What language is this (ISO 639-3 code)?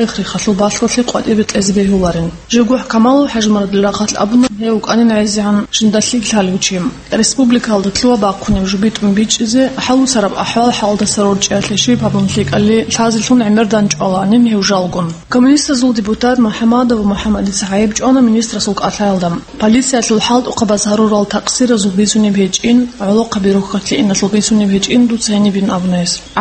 ava